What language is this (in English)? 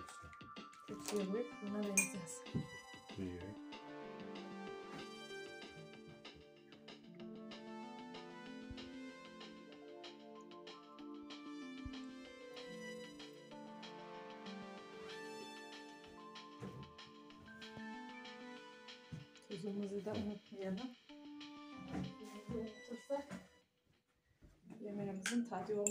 Turkish